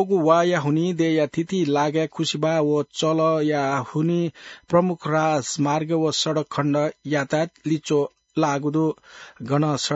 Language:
Newari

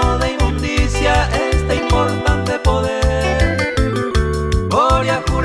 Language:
Guarani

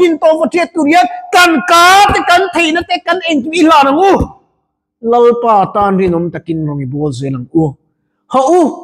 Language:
Mizo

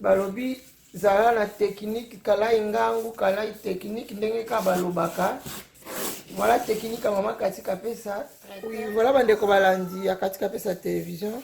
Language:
Lingala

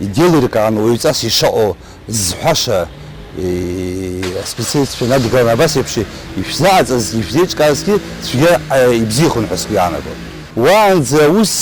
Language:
Abkhazian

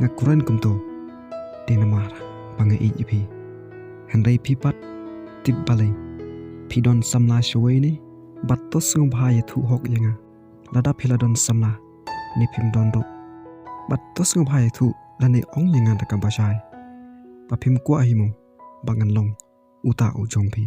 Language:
Khasi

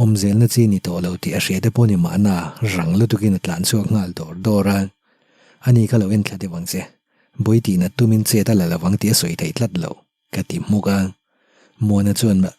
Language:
Mizo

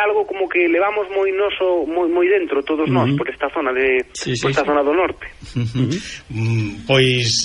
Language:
Galician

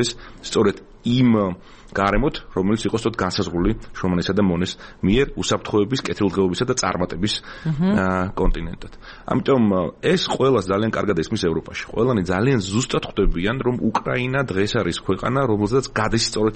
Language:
Georgian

